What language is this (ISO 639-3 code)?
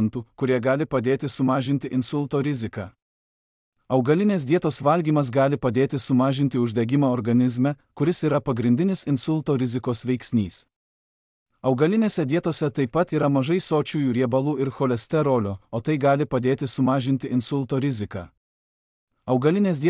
lit